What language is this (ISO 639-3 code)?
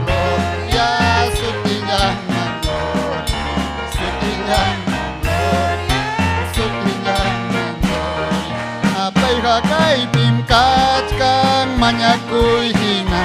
quy